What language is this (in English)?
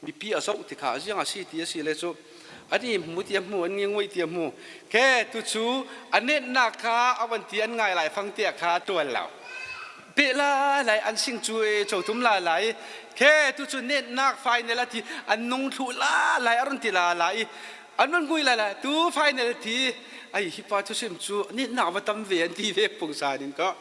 Falam Chin